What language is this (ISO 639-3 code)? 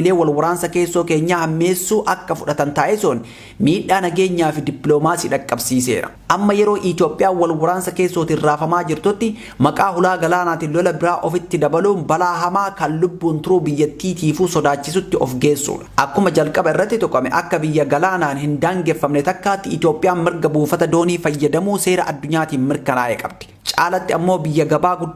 orm